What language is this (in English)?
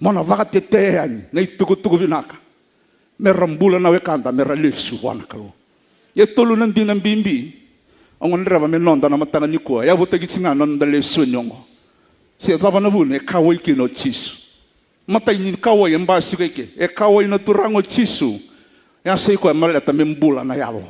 Fijian